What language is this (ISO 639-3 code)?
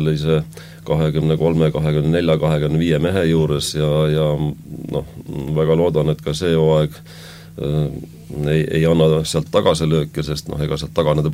est